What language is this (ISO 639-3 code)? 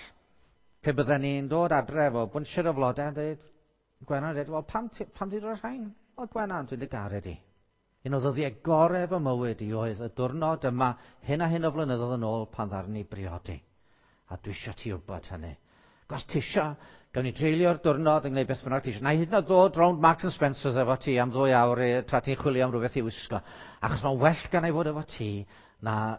cym